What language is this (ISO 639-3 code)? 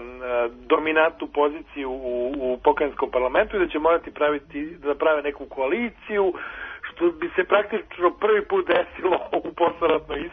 srp